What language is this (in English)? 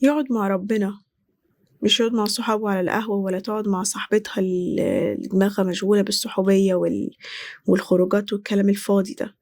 Egyptian Arabic